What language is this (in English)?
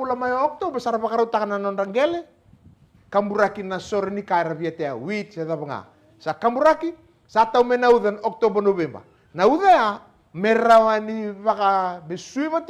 Fijian